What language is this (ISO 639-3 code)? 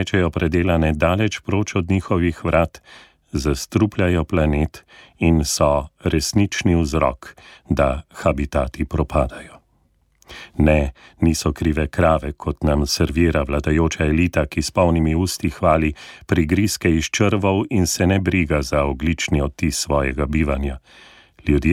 slv